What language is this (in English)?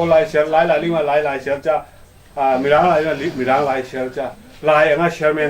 Falam Chin